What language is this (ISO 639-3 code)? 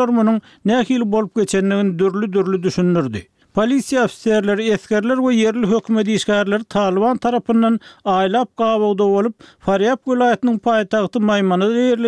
tuk